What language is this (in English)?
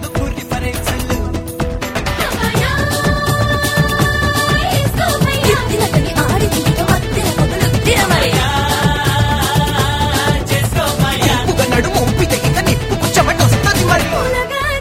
Telugu